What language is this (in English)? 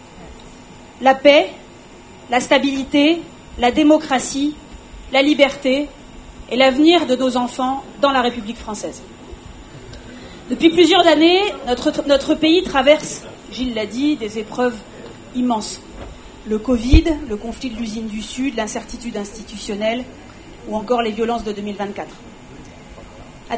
French